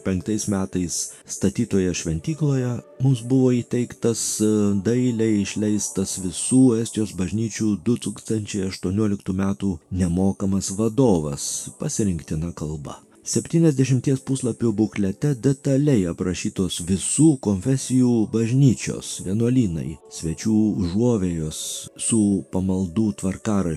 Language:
Lithuanian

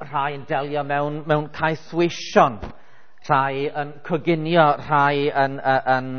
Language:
Welsh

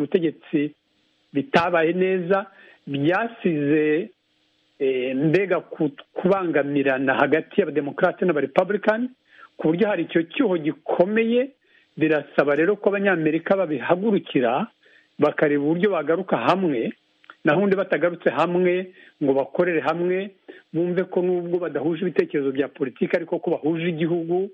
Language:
Kinyarwanda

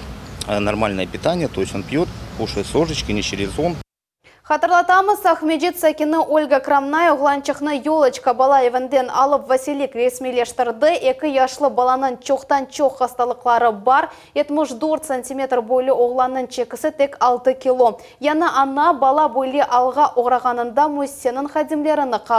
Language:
Crimean Tatar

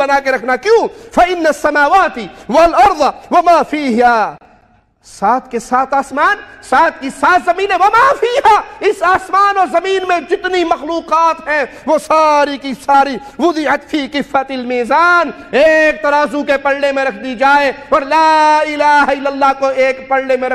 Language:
Urdu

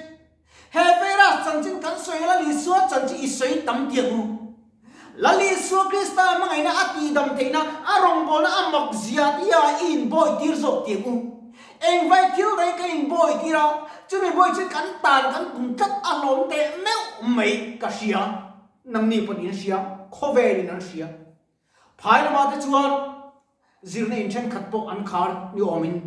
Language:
Mizo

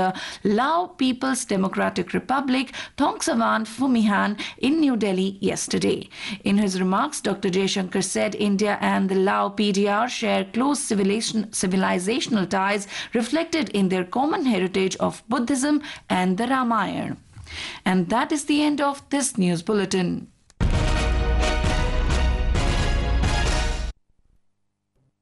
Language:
Kannada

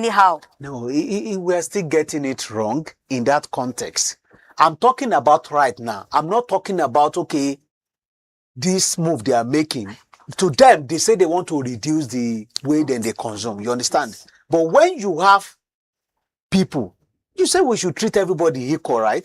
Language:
Nigerian Pidgin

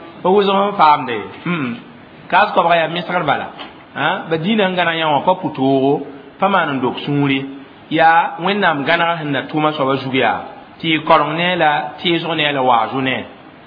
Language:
Mossi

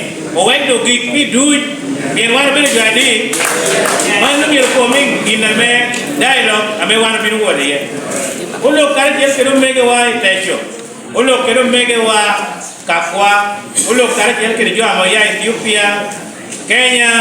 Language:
Lango (Uganda)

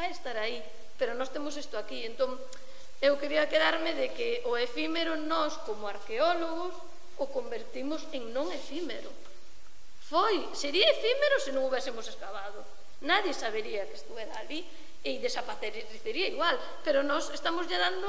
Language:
Galician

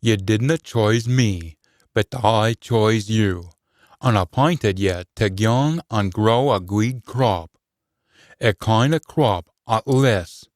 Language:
Scots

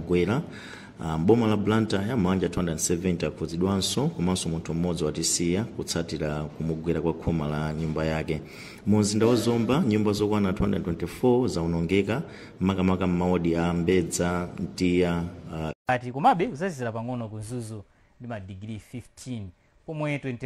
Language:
Nyanja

